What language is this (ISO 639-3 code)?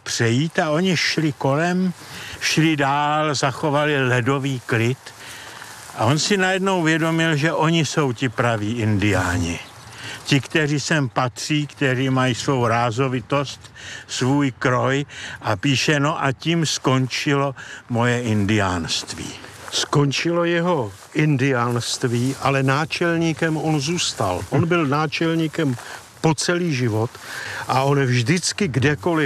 ces